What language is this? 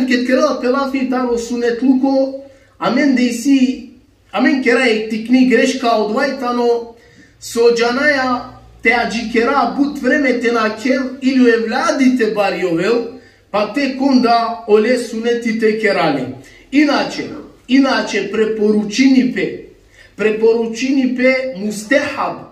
Balkan Romani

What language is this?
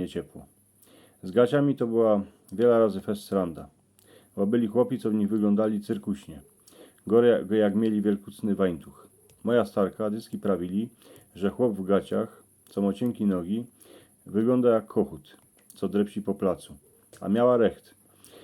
Silesian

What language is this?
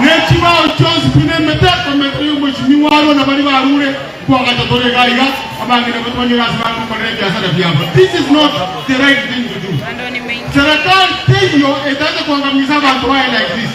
Gusii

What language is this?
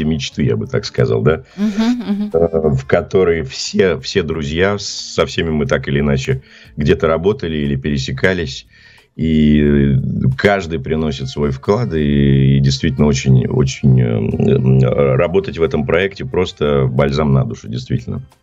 Russian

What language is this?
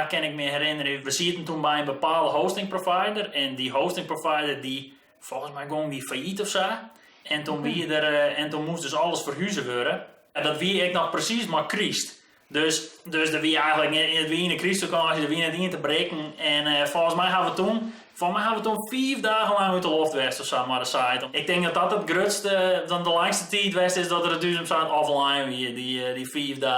Western Frisian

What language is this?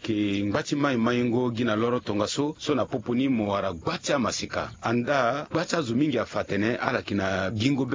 Sango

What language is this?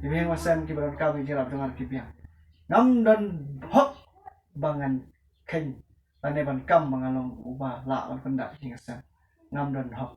Khasi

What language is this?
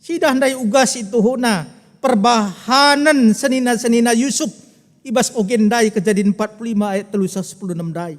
Batak Karo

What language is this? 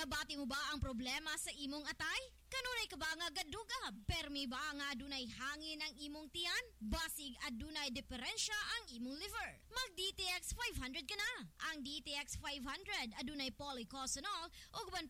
Cebuano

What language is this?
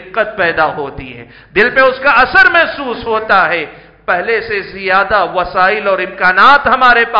Urdu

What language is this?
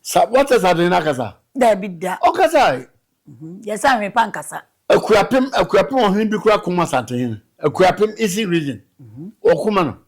Akan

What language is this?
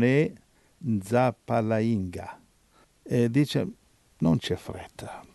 Italian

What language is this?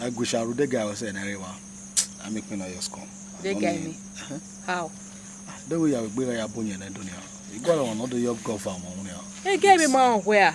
Bini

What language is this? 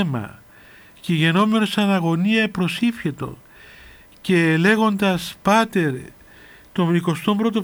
Greek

